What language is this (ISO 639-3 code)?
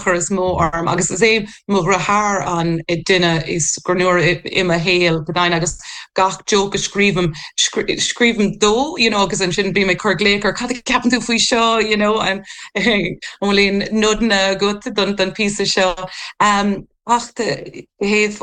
gle